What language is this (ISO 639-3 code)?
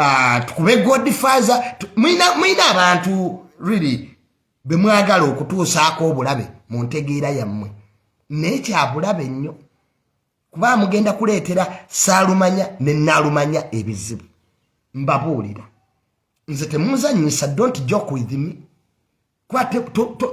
lug